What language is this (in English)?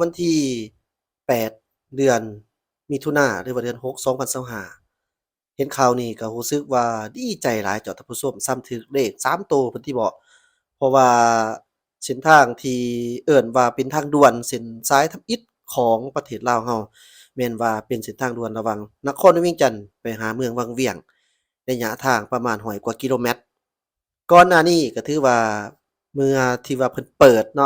Lao